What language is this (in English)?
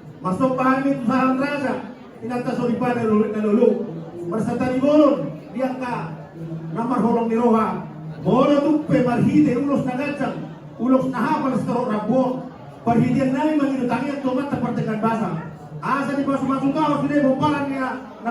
Batak Toba